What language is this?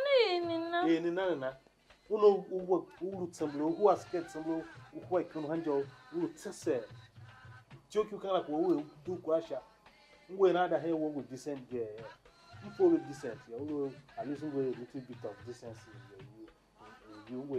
Tiv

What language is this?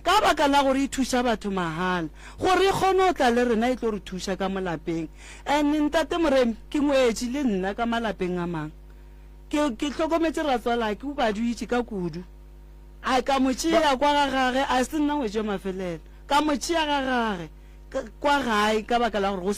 Northern Sotho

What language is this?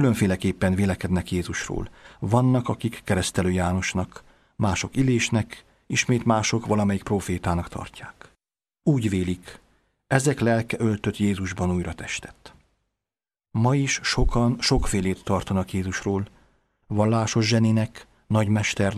Hungarian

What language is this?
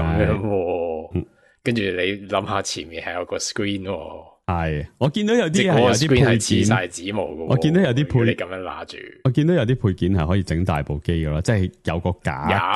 Cantonese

